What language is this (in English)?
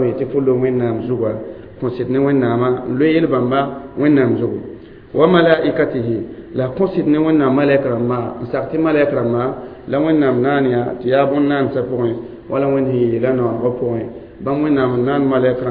Mossi